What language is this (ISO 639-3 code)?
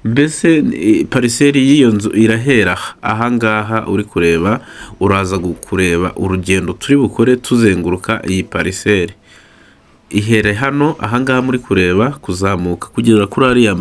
kin